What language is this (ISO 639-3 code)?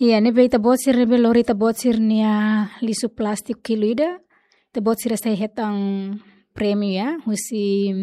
tet